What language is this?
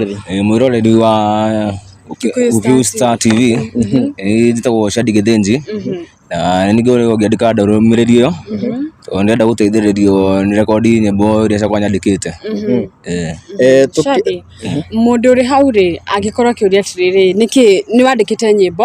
Kikuyu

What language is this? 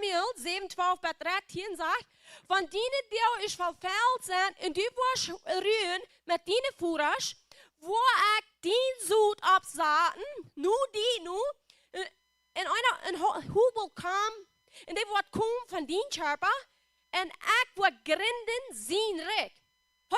Plautdietsch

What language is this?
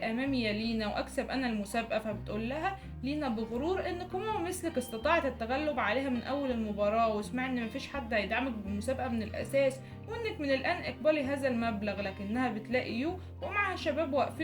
Egyptian Arabic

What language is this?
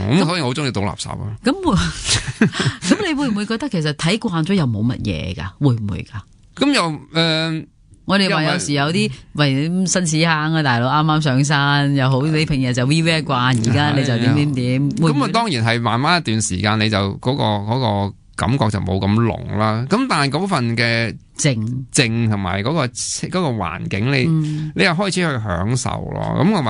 Cantonese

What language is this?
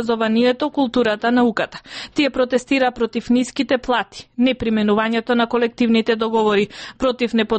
Macedonian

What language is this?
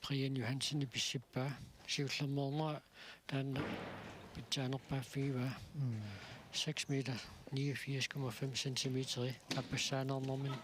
Kalaallisut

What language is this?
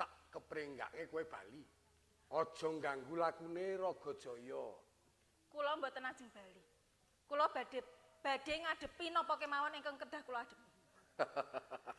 Javanese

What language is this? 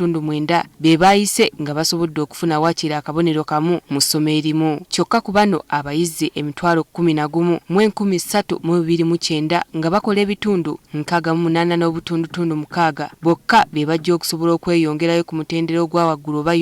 Ganda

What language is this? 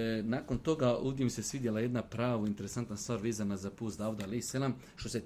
Bosnian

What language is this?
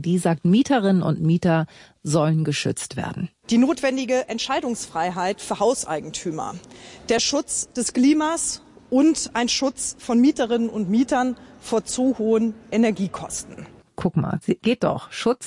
German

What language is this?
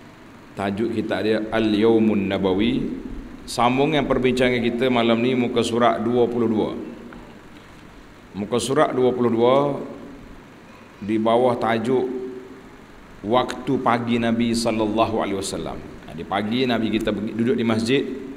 Malay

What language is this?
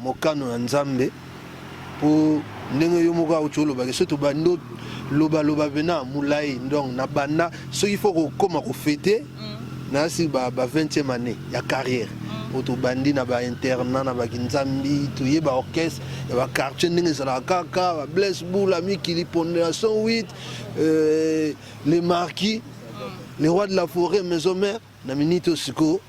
Lingala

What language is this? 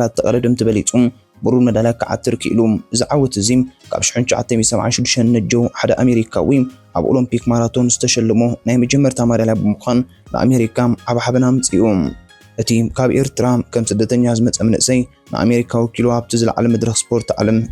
Tigrinya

